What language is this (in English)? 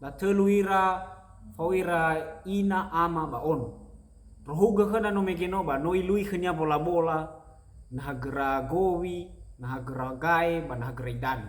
Nias